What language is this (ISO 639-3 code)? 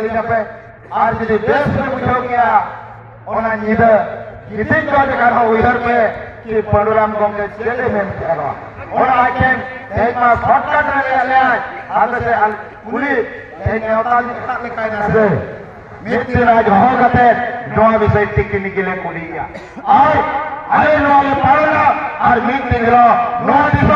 sat